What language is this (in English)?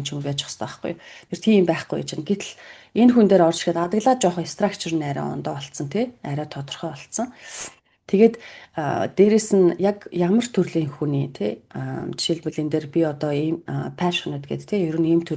Mongolian